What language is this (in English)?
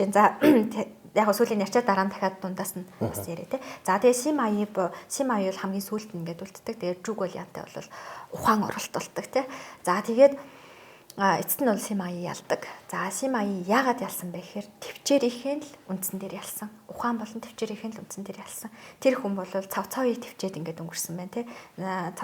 Mongolian